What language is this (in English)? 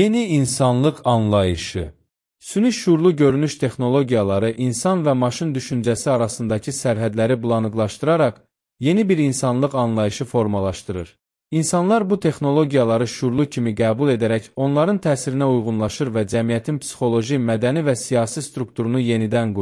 Azerbaijani